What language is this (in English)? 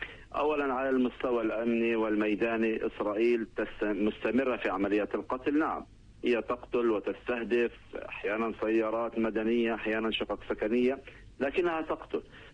Arabic